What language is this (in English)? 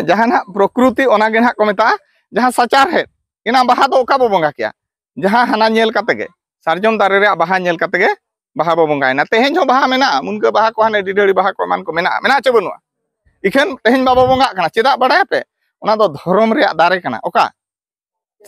Santali